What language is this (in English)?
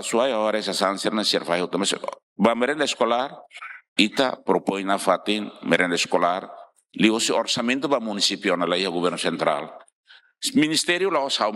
Tetum